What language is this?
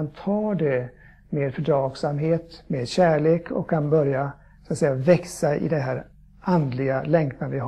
Swedish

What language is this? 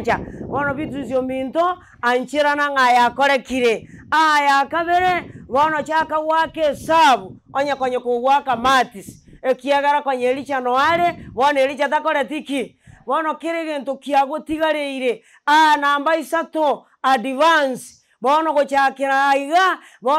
Gusii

